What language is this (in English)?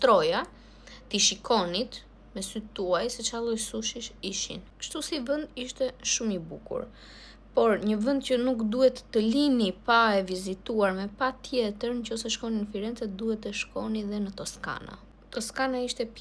Albanian